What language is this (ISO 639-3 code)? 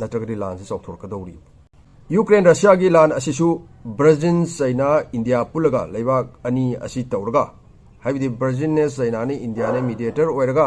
mni